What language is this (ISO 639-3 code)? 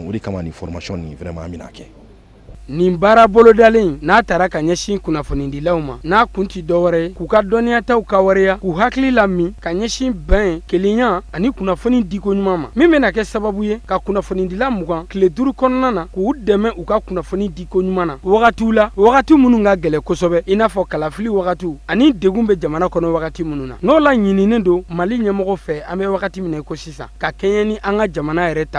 bam